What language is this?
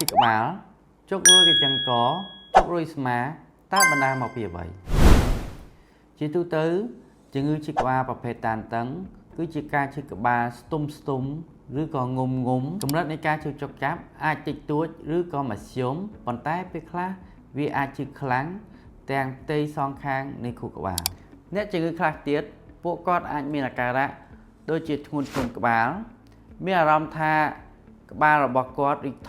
Khmer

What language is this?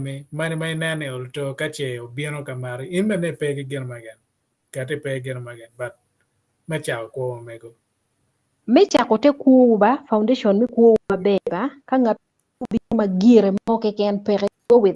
Acoli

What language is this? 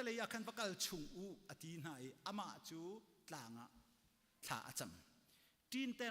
Hakha Chin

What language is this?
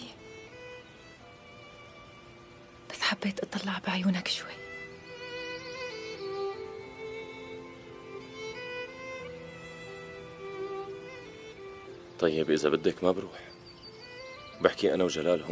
North Levantine Arabic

